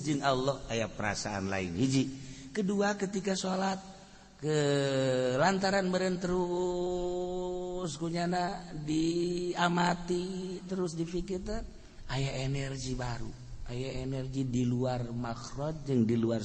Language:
Sundanese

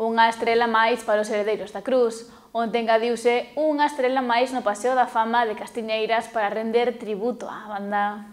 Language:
Galician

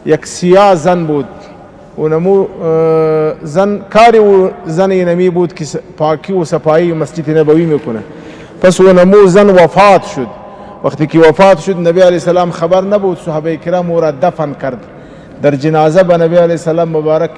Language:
Pashto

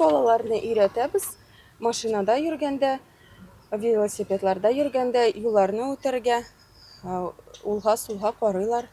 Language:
Tatar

